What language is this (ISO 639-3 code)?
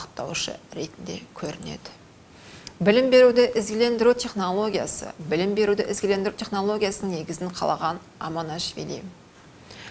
kaz